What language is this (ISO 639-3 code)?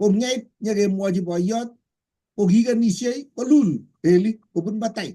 kln